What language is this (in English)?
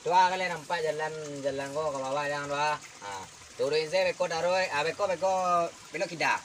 Minangkabau